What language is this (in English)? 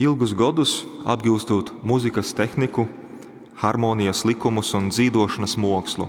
Latgalian